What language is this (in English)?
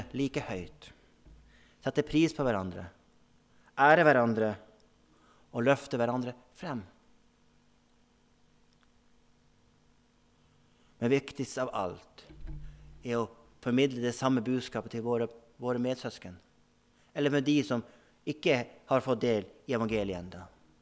Norwegian